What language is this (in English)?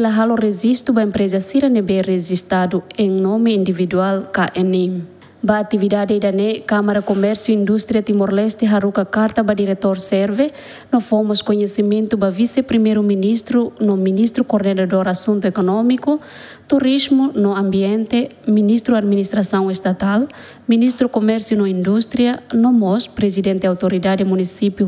Tetum